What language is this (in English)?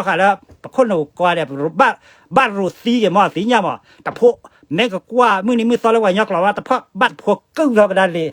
S'gaw Karen